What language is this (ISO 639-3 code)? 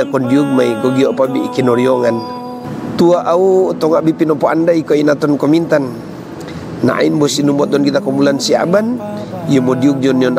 mog